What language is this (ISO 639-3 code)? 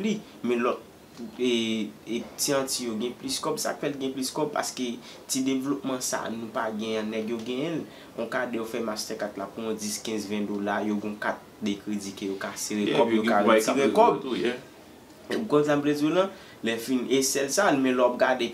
hat